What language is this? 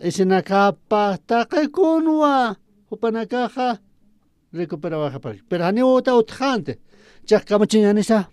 Aymara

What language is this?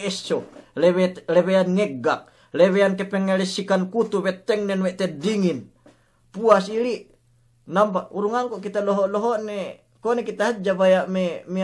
Yakan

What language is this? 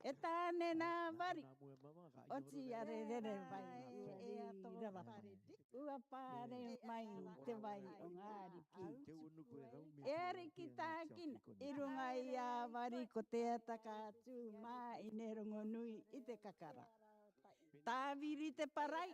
Rarotongan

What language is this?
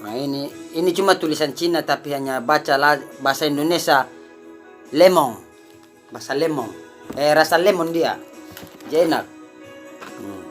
Ambonese Malay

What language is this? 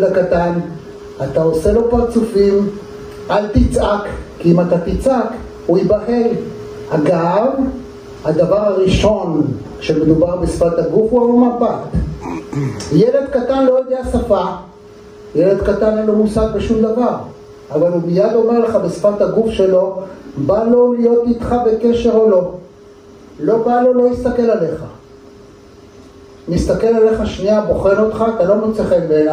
Hebrew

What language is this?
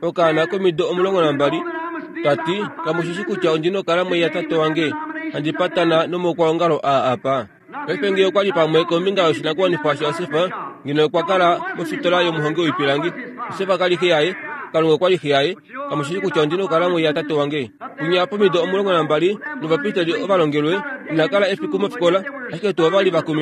Kuanyama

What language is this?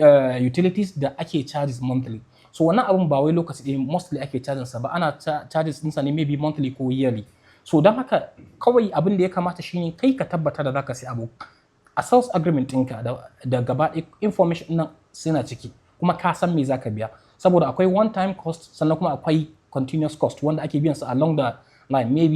Hausa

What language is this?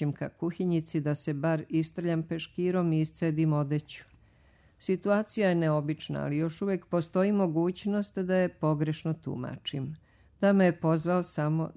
Serbian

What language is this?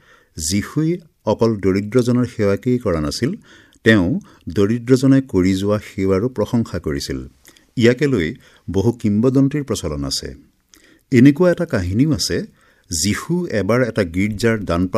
Assamese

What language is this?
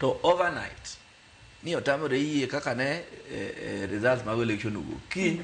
Luo (Kenya and Tanzania)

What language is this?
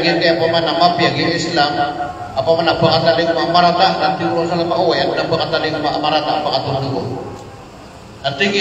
Maranao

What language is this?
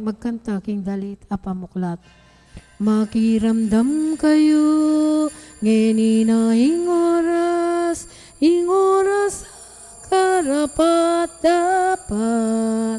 Pampanga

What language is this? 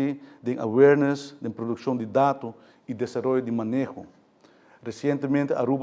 Papiamento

